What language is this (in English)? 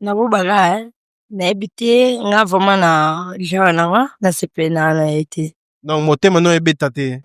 Lingala